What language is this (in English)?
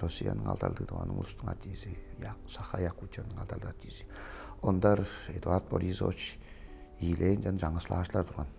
Tuvinian